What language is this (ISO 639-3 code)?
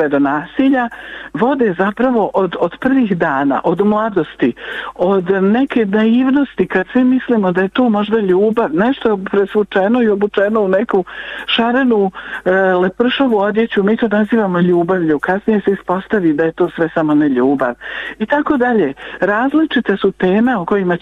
bos